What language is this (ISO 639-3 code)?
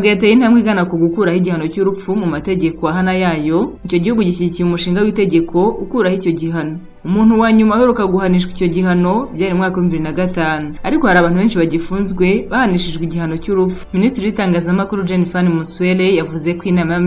kin